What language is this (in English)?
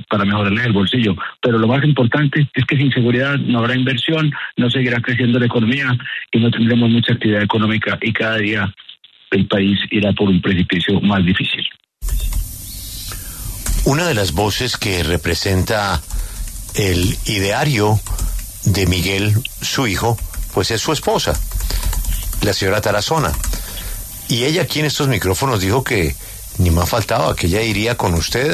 Spanish